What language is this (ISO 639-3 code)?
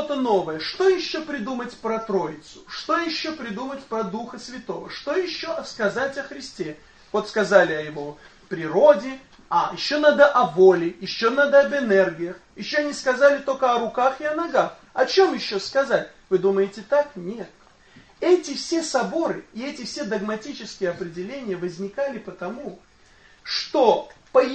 rus